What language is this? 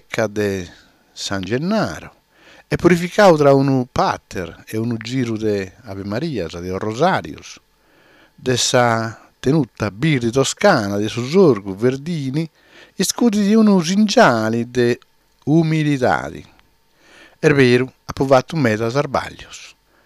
Sardinian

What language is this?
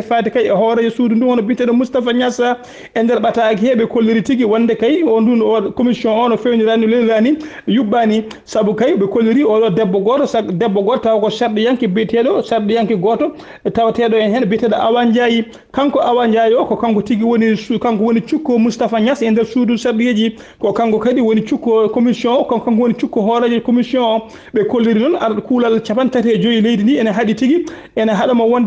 Fula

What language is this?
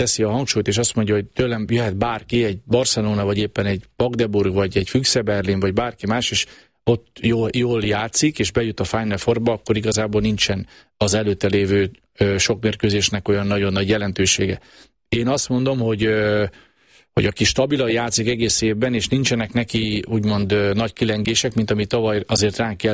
Hungarian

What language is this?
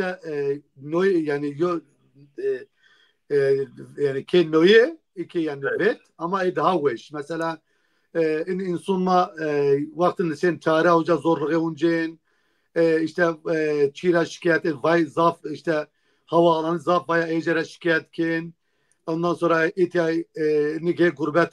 Zaza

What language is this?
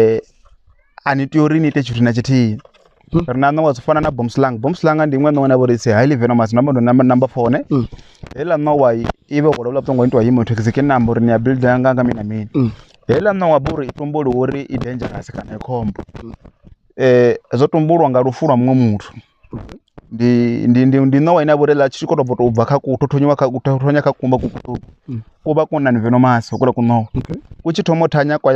Venda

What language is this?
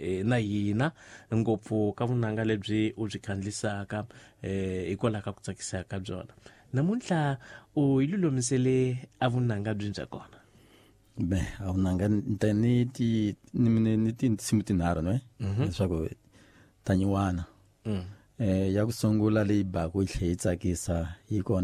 Tsonga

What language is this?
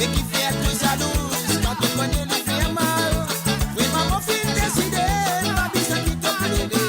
Morisyen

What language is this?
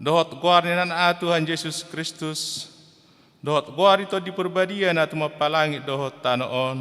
Batak Toba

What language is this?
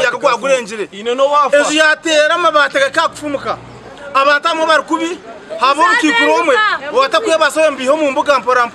Nyankole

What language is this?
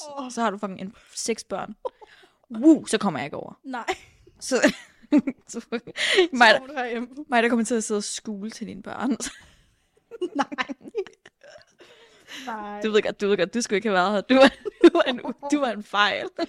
Danish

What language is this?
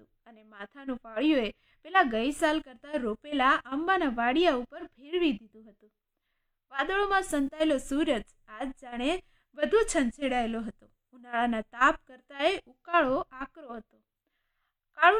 Gujarati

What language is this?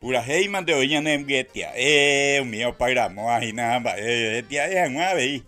Guarani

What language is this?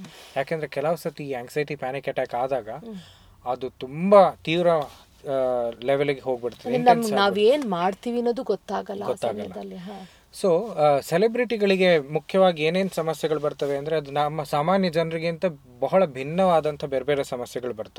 Kannada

